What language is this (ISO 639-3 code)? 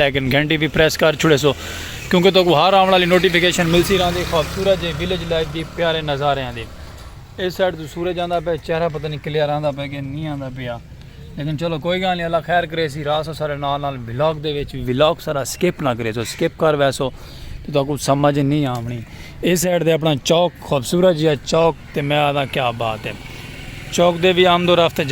skr